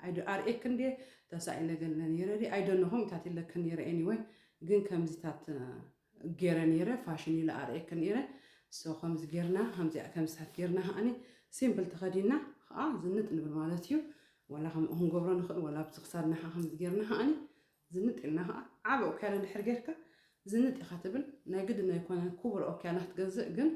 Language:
Tigrinya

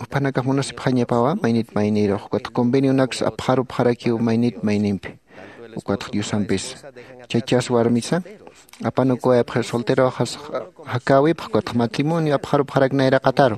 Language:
Aymara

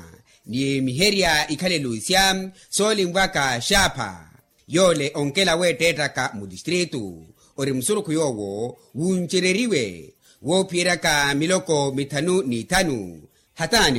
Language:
Makhuwa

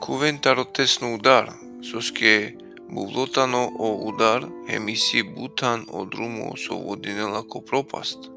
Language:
Balkan Romani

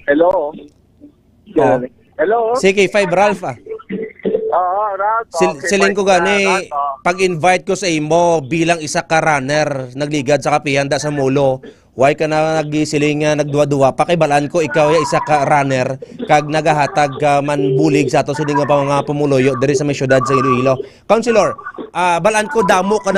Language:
Hiligaynon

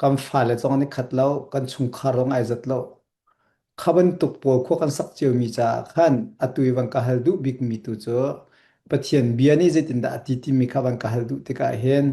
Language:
Hakha Chin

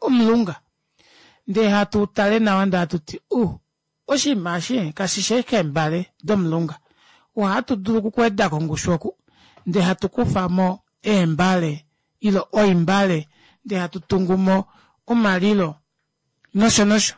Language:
Kuanyama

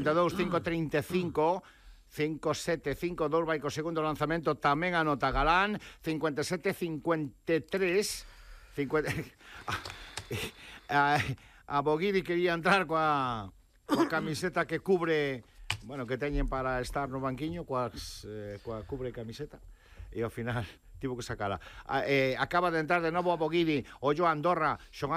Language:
Galician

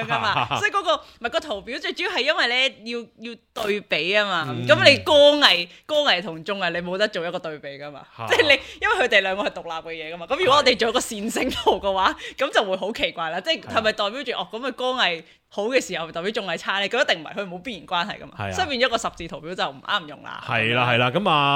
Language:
Cantonese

